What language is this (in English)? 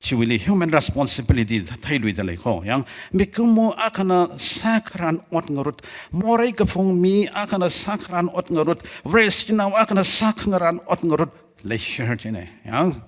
Tangkhul Naga (India)